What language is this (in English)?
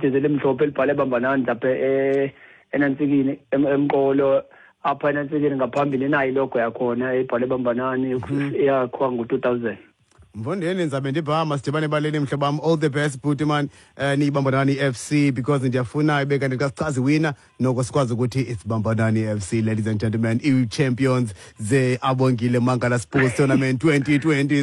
Xhosa